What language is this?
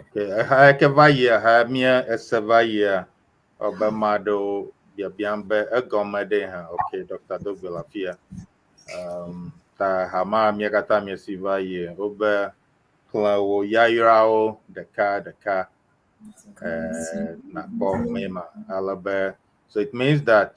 Ewe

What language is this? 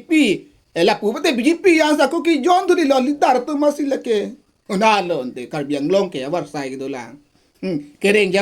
Karbi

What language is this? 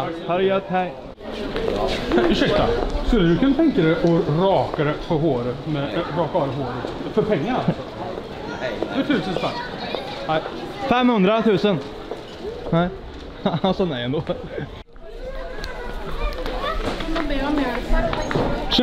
Swedish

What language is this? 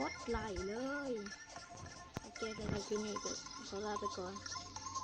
Lao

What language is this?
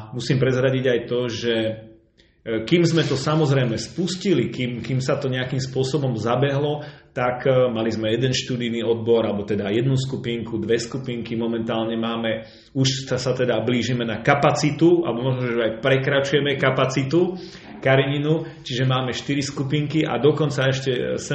Slovak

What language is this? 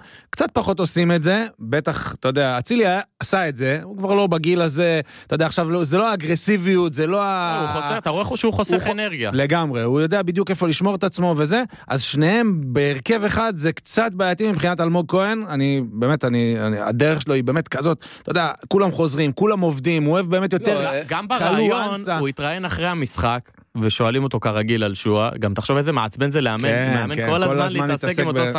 Hebrew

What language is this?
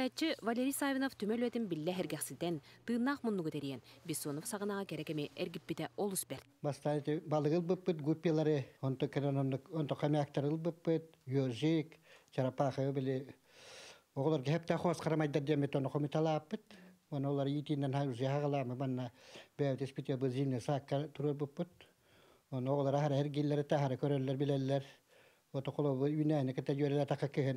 Yakut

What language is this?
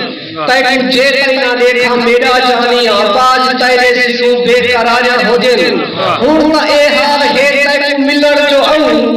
Saraiki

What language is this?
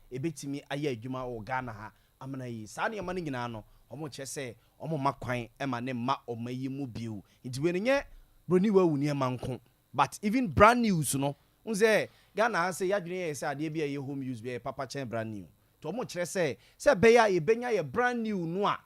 Akan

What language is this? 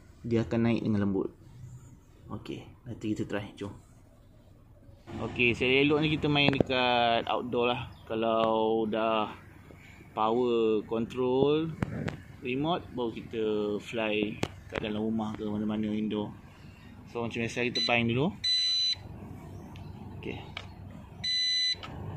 Malay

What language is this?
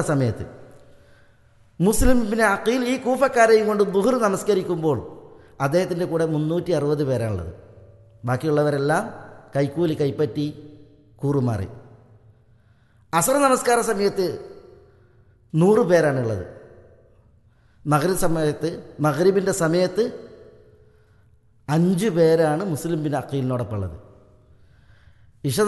Malayalam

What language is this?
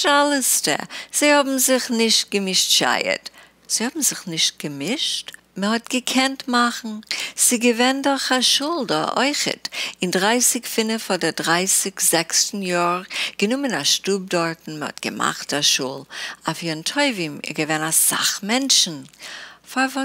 Yiddish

